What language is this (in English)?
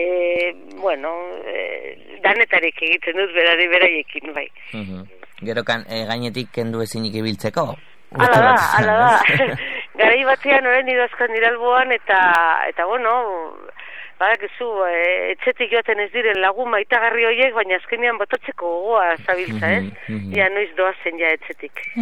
Basque